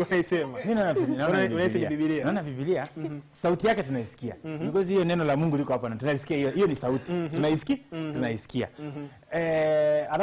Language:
Swahili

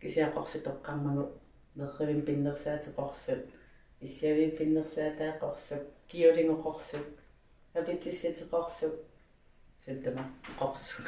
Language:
Kalaallisut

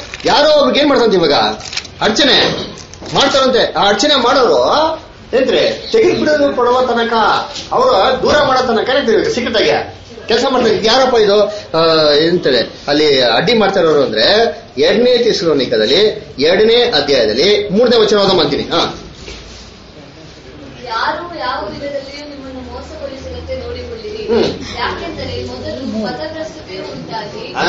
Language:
Kannada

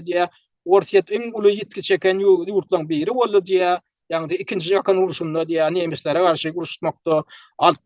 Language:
Turkmen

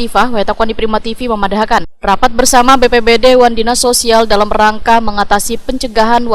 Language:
Banjar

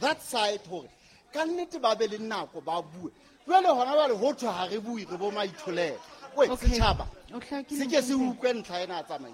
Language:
Southern Sotho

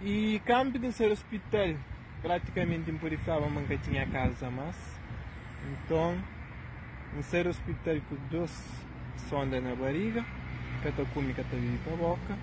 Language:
Kabuverdianu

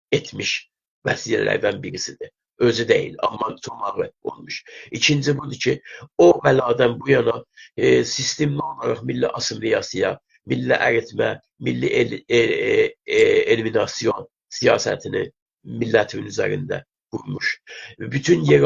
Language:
South Azerbaijani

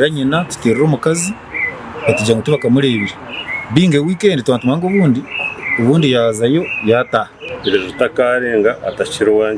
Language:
Nyankole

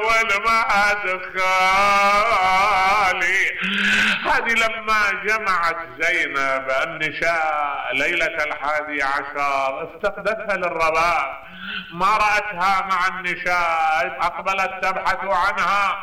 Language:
Mesopotamian Arabic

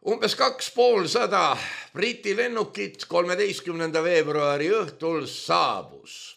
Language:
Estonian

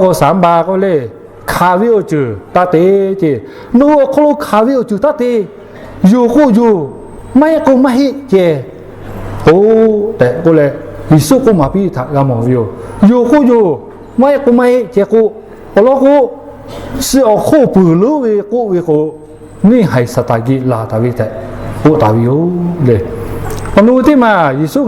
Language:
Lahu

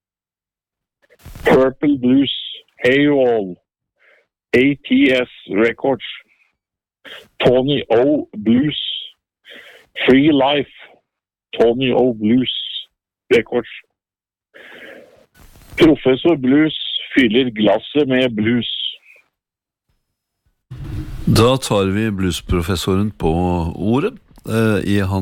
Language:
Norwegian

